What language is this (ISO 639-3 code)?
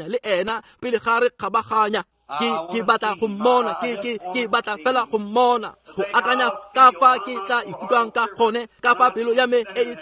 tsn